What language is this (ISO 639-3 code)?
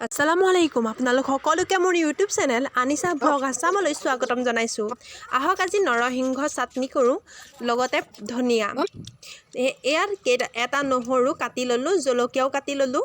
asm